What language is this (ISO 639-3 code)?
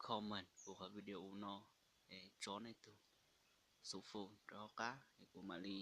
hmn